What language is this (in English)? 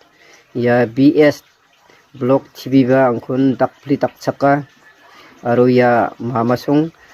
Garo